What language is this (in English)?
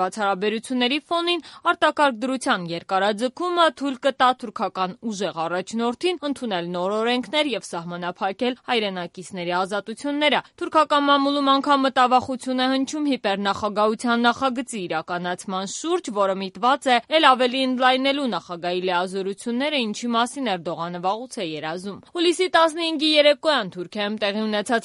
Armenian